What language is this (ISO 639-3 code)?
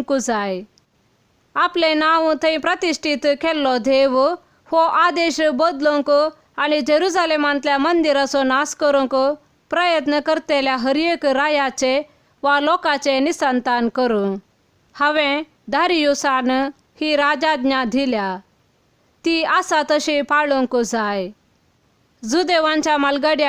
kok